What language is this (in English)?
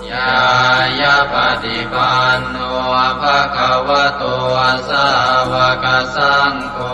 Pali